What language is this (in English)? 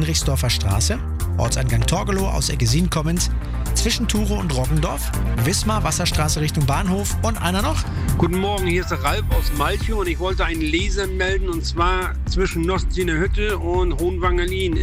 German